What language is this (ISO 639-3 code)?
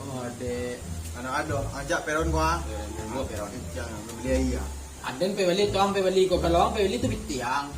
min